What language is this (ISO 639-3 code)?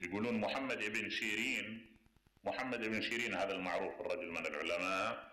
acm